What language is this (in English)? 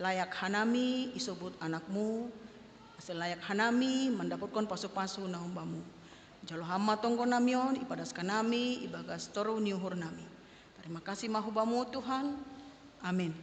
Batak Simalungun